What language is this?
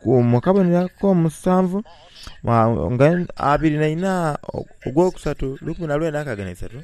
Soga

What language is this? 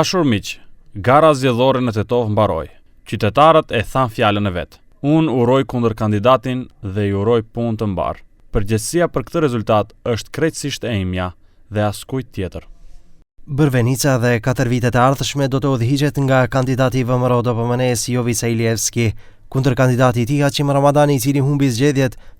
Albanian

